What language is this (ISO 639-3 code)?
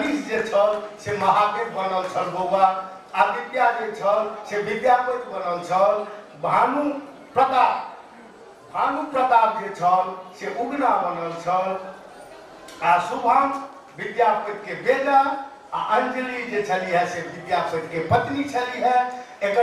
mai